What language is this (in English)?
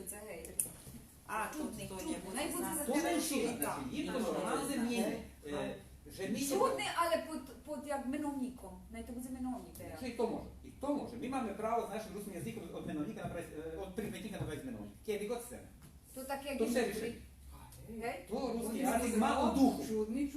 Rusyn